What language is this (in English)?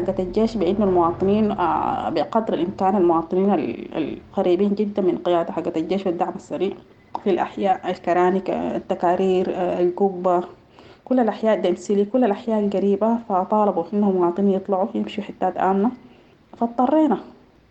Sudanese Arabic